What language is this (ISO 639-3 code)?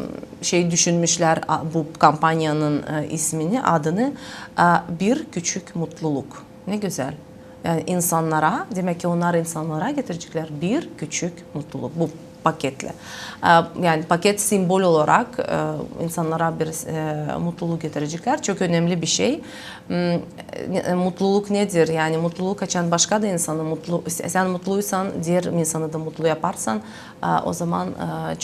gag